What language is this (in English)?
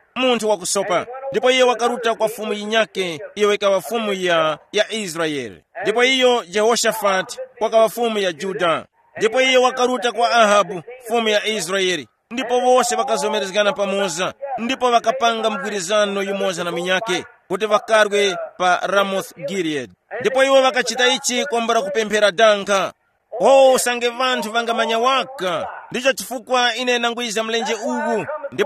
Tumbuka